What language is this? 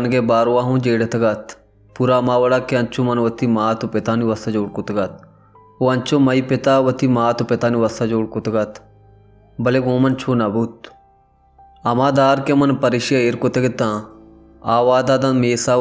Baluchi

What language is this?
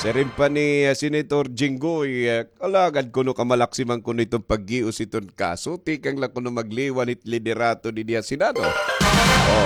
Waray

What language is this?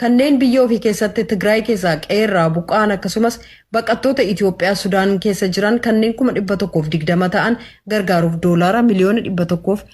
Oromo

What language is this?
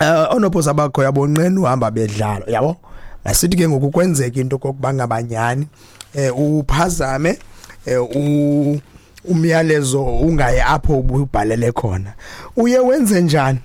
Xhosa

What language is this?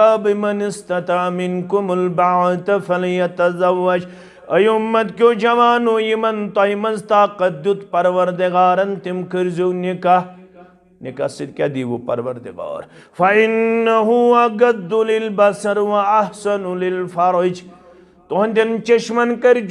Kashmiri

